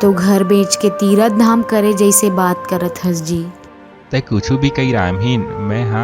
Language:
Chhattisgarhi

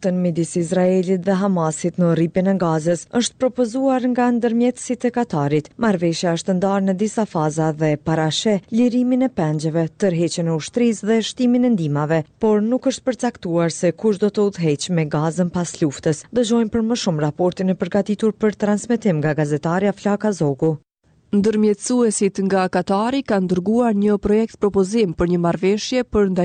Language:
Albanian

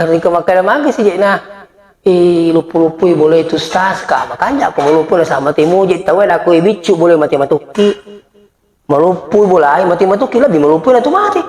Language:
Buginese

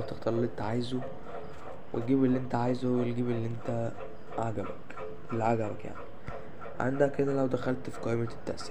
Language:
Egyptian Arabic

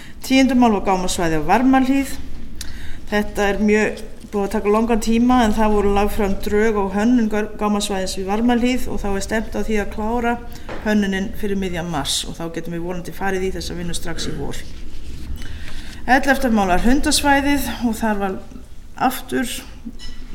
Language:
Icelandic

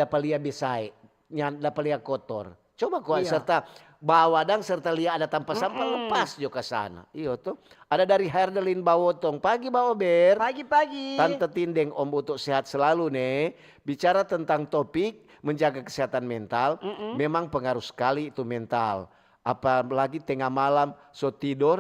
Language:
Manado Malay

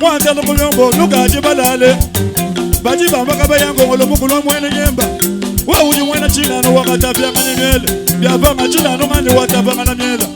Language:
Luba-Lulua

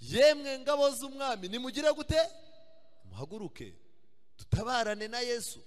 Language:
Kinyarwanda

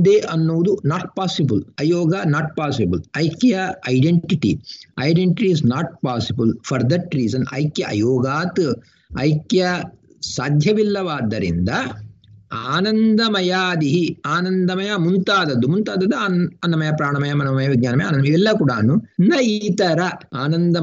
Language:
Kannada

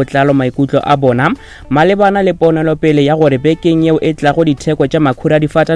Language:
Northern Sotho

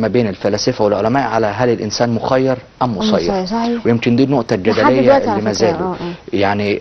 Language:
Egyptian Arabic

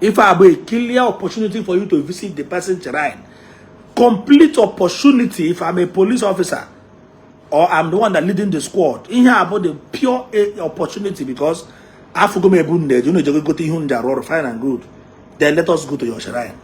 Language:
Igbo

